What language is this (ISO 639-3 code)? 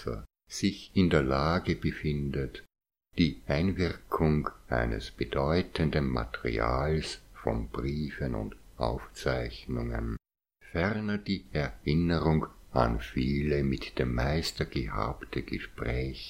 deu